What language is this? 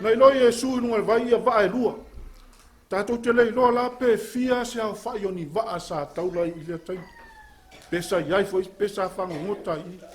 Samoan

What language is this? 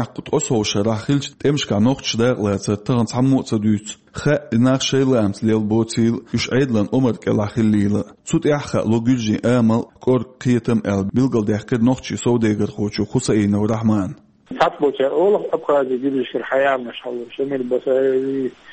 Chechen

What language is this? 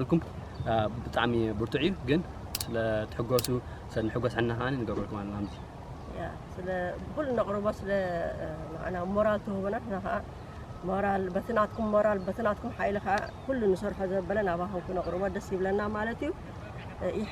Tigrinya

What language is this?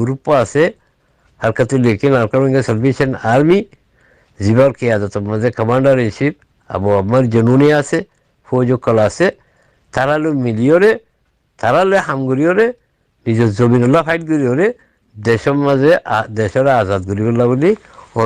Rohingya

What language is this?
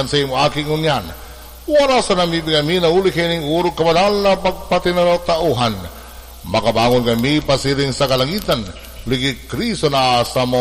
Bikol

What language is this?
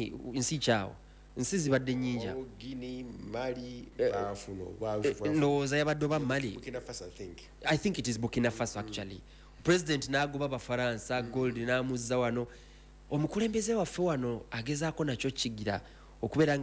Ganda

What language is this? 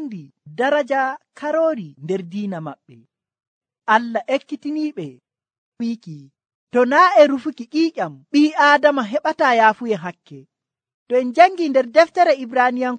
Nigerian Fulfulde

